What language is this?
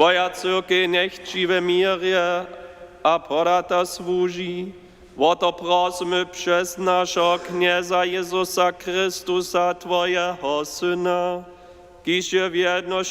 Upper Sorbian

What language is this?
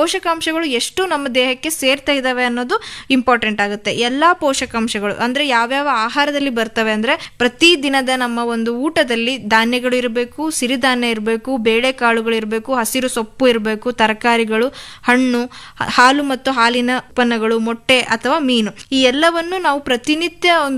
Kannada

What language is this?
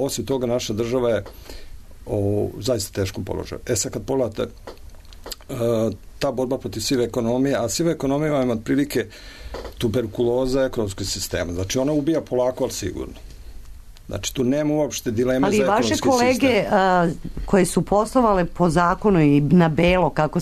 Serbian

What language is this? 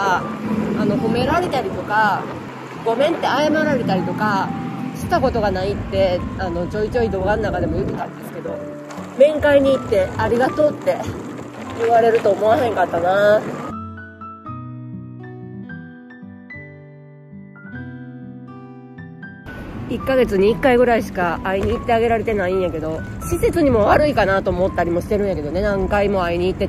Japanese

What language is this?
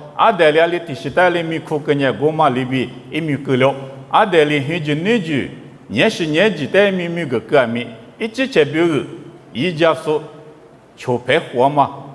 Lisu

